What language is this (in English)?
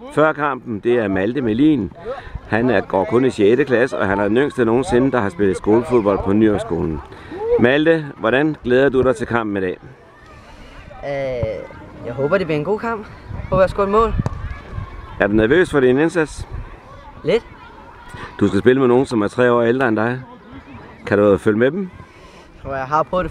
Danish